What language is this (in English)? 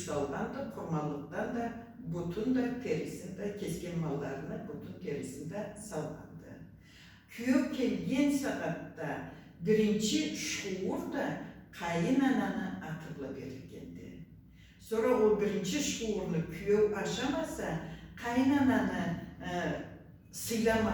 Karachay-Balkar